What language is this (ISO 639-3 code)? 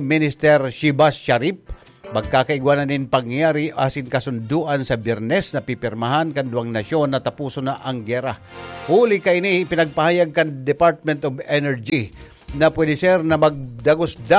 bik